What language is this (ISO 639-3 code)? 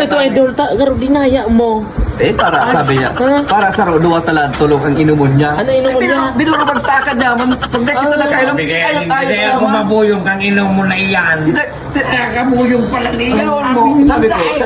bik